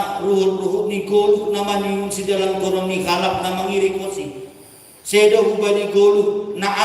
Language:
Batak Simalungun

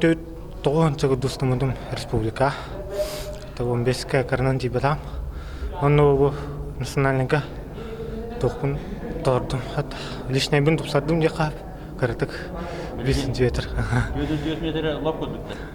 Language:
Yakut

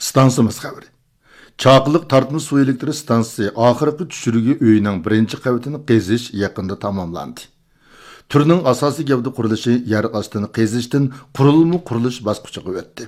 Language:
Uyghur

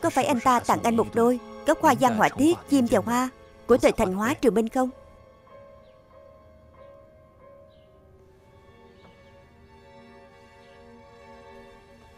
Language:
Vietnamese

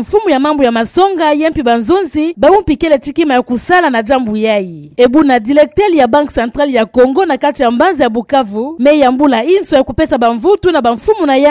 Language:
Kituba (Democratic Republic of Congo)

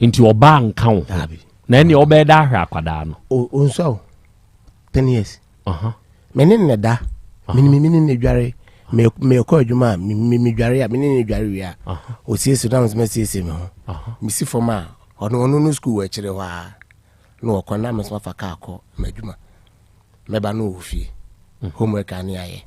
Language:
Akan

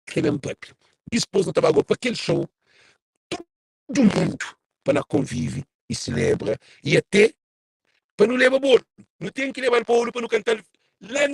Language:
Kabuverdianu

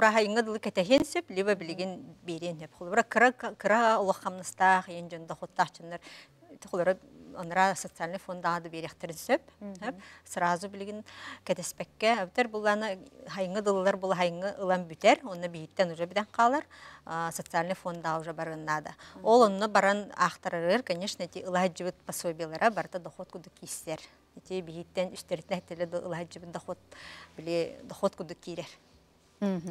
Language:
Yakut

